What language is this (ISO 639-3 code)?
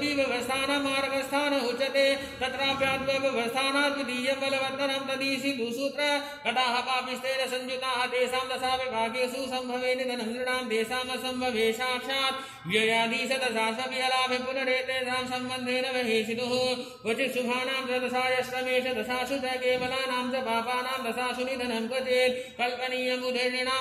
san